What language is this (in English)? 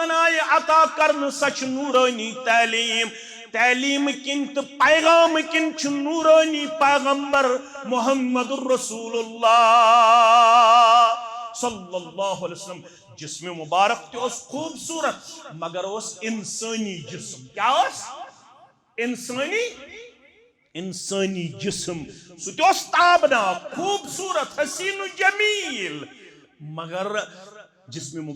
Kashmiri